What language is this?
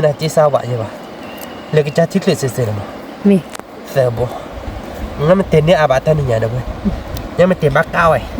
S'gaw Karen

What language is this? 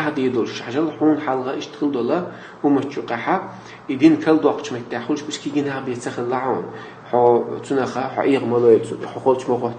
Chechen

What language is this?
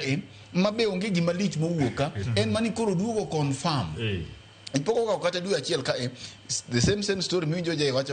Luo (Kenya and Tanzania)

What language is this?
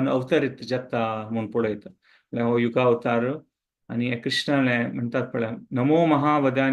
Konkani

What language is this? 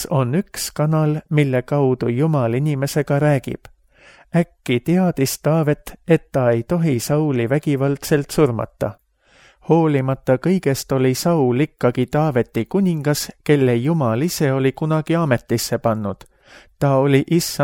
Estonian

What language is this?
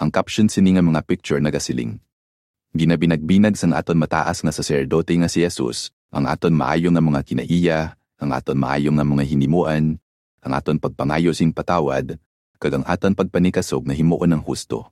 Hiligaynon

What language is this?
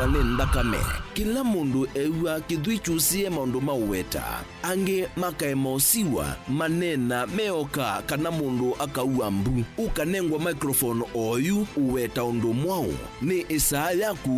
Kamba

